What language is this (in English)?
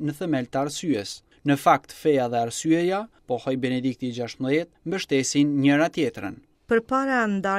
Albanian